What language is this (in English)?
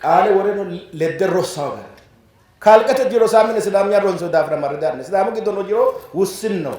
Sidamo